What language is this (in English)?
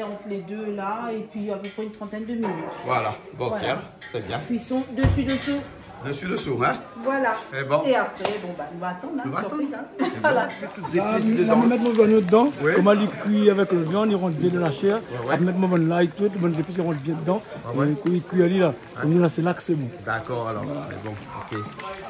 Réunion Creole French